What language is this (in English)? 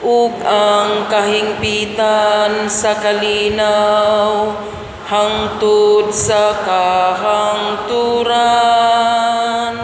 Cebuano